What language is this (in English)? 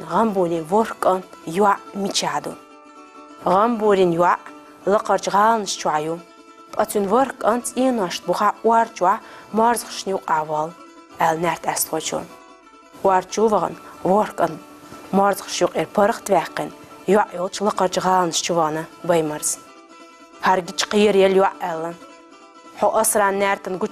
Chechen